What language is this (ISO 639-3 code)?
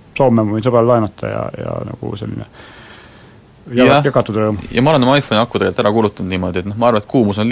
est